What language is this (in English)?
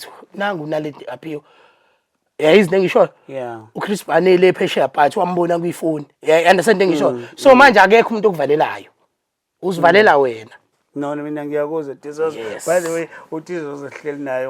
Zulu